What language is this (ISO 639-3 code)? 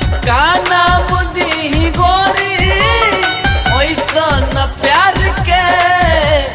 bho